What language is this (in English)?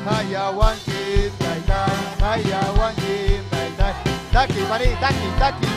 Ayacucho Quechua